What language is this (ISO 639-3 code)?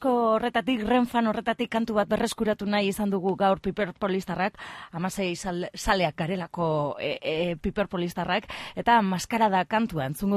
eus